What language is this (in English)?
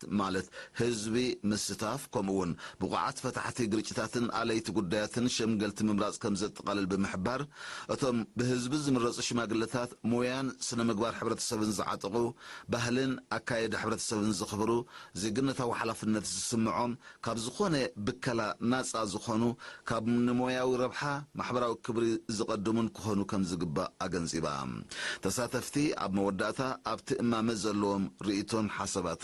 Tigrinya